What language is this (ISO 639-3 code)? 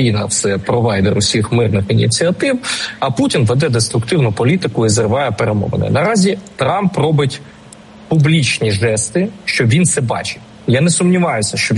ukr